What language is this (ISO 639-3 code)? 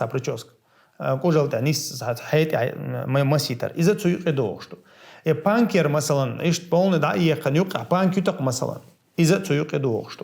che